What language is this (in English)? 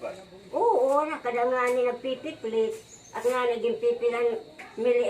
Waray